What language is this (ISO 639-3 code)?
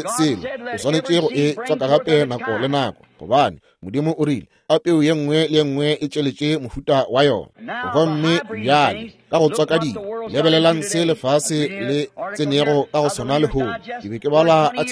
nso